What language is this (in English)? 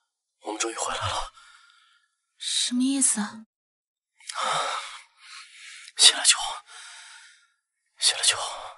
Chinese